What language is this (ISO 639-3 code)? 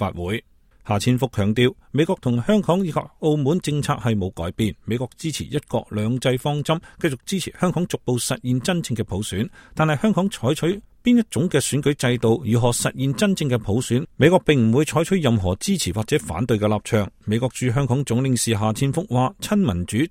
yue